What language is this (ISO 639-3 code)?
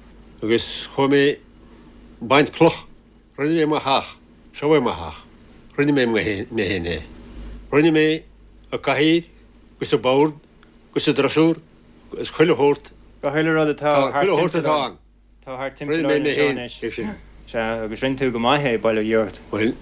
gle